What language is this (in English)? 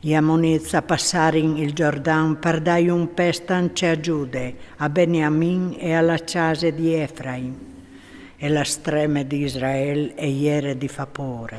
Friulian